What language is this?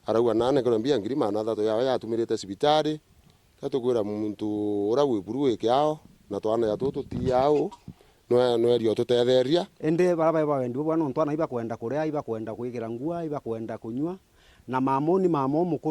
Meru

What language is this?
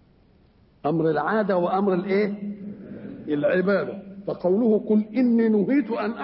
Arabic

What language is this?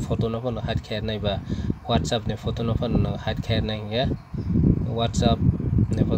Kok Borok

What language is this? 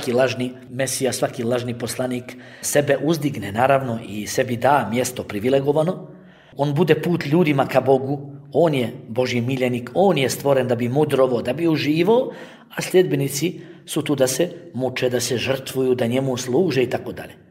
Bosnian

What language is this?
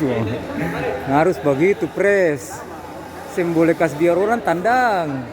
Ambonese Malay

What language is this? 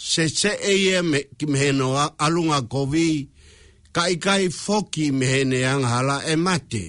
Tongan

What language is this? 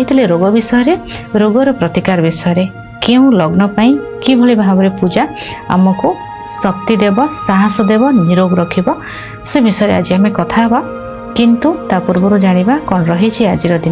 Odia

